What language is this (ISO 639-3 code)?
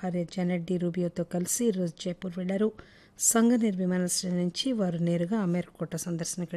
tel